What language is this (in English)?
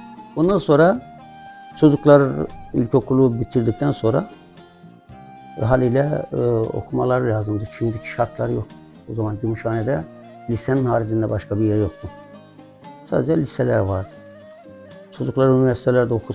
Turkish